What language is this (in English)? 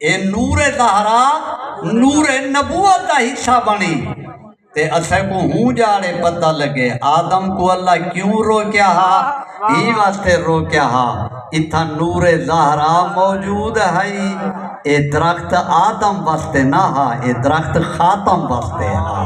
Saraiki